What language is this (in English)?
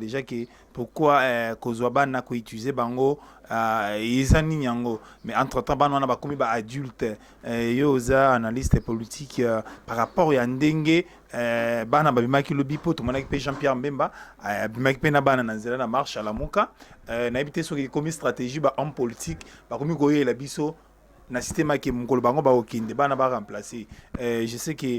Lingala